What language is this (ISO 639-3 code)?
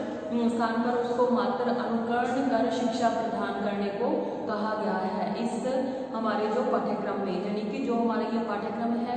hin